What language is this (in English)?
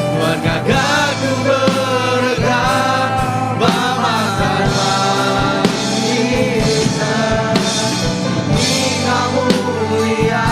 Iban